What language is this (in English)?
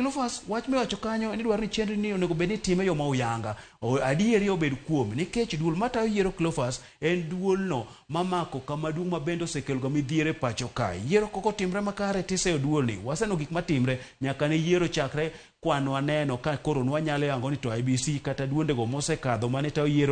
Luo (Kenya and Tanzania)